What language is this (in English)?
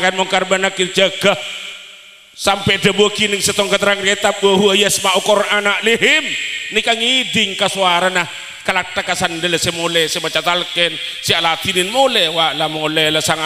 Madurese